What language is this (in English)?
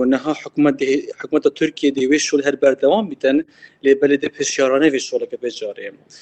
Kurdish